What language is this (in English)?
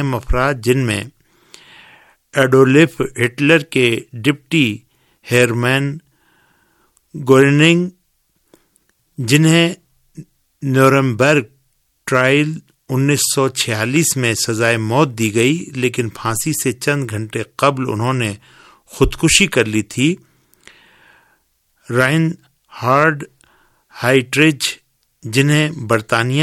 Urdu